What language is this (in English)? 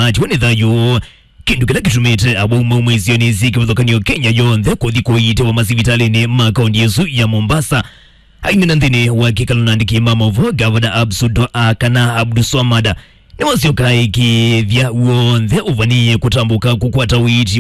Kamba